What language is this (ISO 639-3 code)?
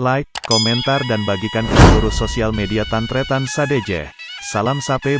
mad